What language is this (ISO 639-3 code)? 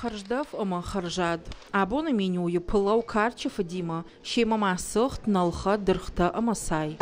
oss